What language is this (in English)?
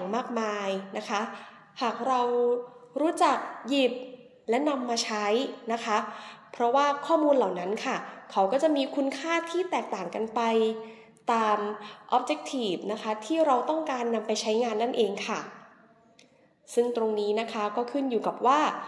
Thai